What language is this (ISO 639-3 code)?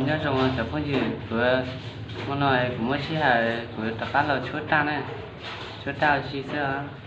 hmn